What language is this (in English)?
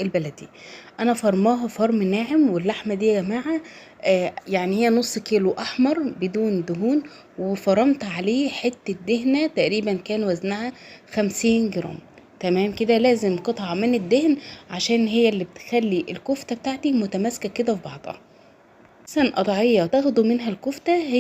Egyptian Arabic